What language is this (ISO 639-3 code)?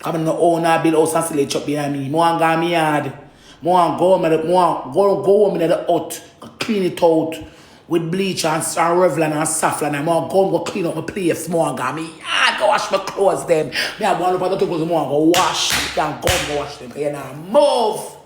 jam